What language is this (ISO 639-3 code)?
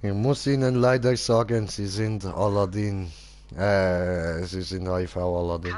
gsw